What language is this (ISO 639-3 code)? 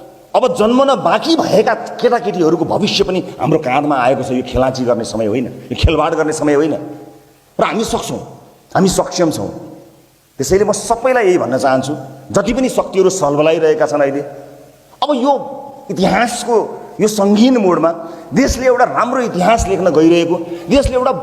nep